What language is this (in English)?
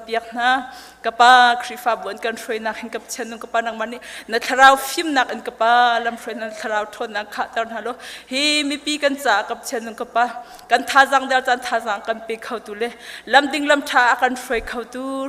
Hakha Chin